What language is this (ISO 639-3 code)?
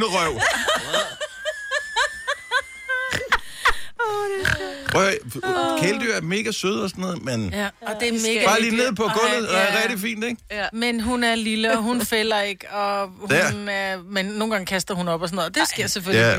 dan